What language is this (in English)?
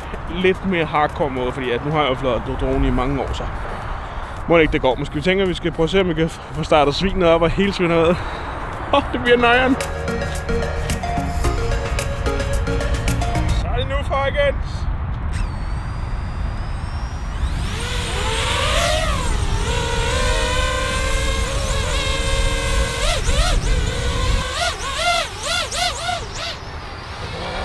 Danish